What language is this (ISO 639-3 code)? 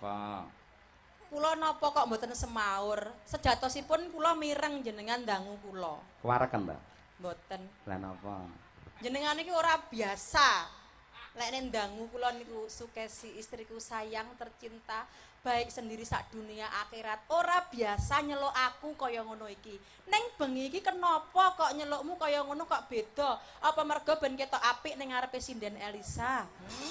jav